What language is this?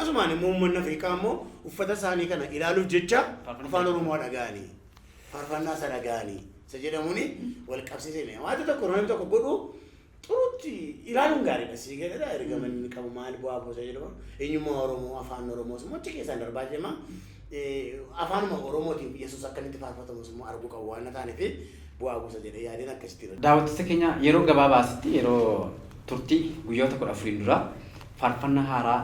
Oromo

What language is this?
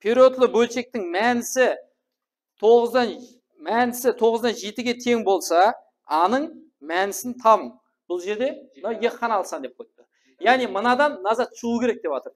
Kara-Kalpak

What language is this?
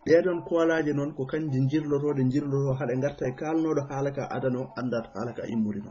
Fula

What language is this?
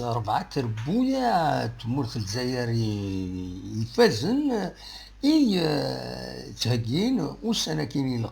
Kabyle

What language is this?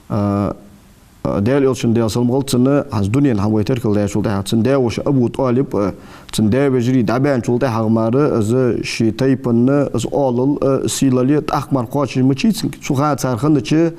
Ingush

